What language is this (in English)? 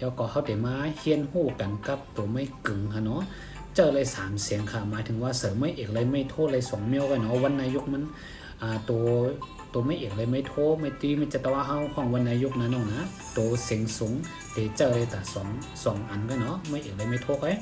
Shan